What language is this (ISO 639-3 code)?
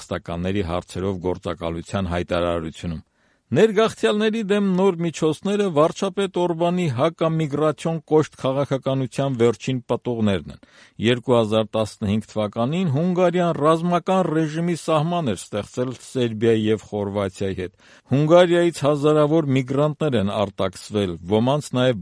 hye